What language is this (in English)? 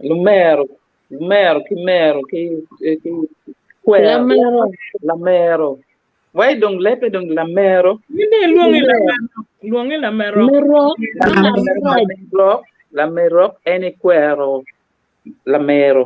Acoli